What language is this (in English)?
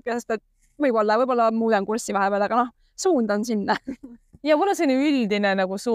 Estonian